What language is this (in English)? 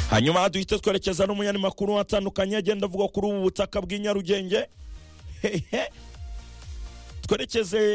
Kinyarwanda